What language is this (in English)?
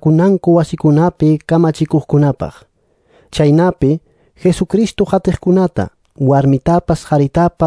Quechua